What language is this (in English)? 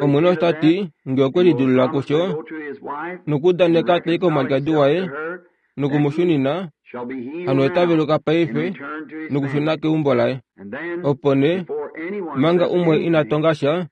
Kuanyama